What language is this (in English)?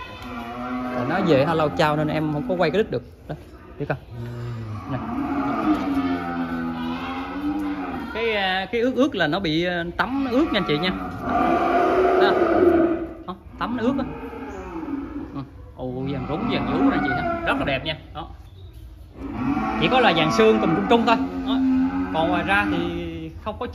Vietnamese